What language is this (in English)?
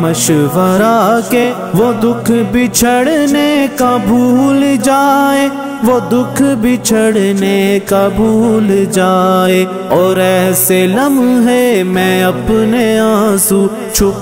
Urdu